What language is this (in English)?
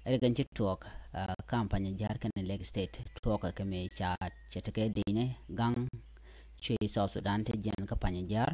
Nuer